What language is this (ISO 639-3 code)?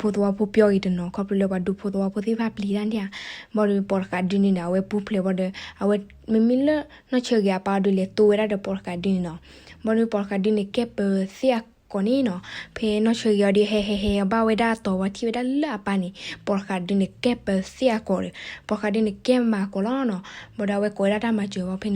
ksw